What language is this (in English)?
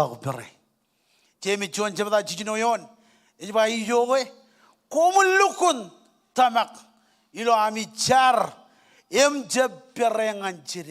Marshallese